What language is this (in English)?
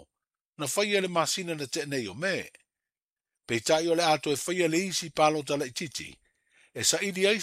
Samoan